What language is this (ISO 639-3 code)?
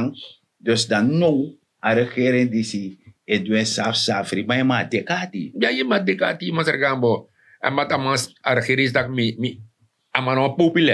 srn